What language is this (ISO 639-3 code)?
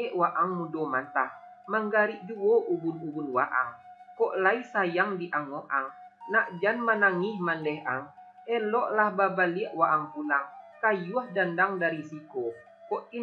min